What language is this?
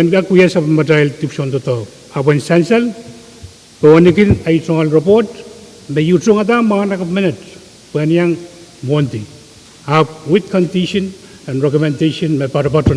Pohnpeian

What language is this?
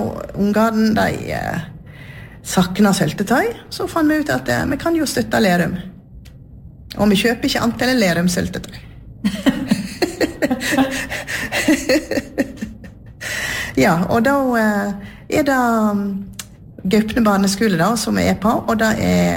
Norwegian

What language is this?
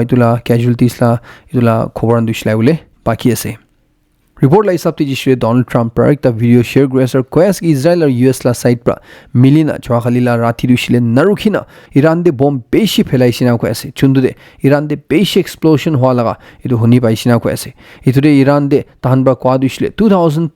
Naga Pidgin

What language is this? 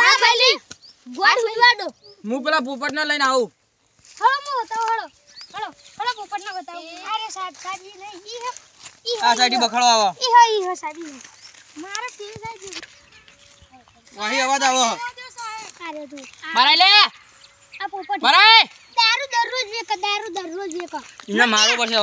Gujarati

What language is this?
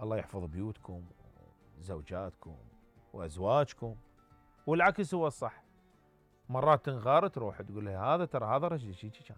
Mesopotamian Arabic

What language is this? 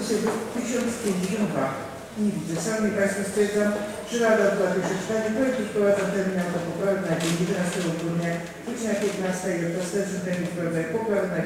Polish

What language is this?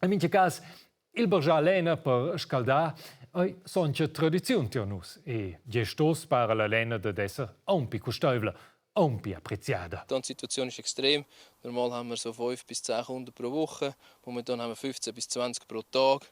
Romansh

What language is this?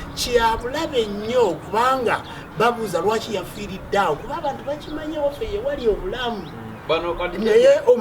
Ganda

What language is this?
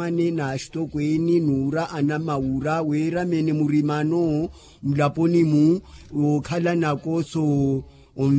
Makhuwa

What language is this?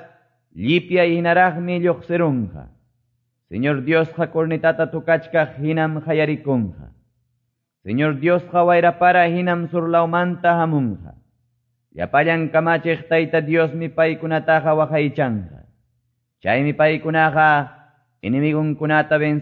Quechua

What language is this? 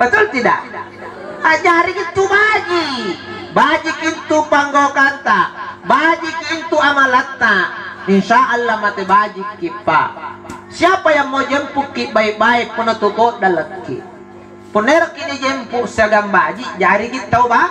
Makasar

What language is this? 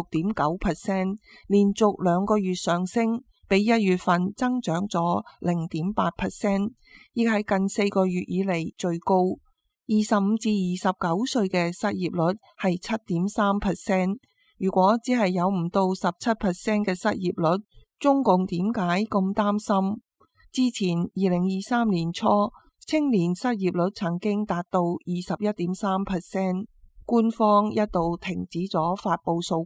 Cantonese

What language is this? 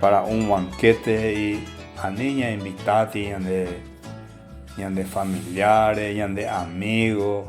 Guarani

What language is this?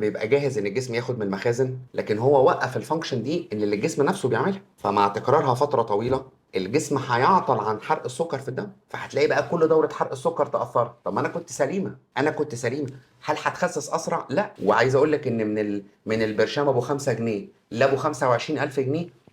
Egyptian Arabic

